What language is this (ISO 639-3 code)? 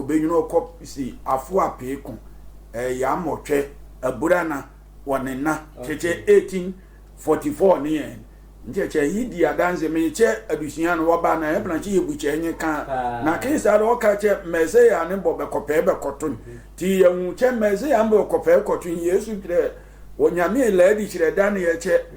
sfw